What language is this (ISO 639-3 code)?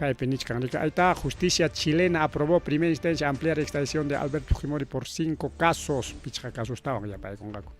quy